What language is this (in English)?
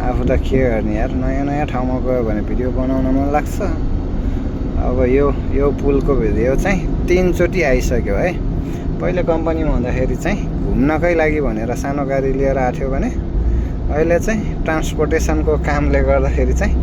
Nepali